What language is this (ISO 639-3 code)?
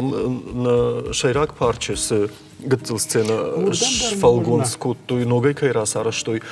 oss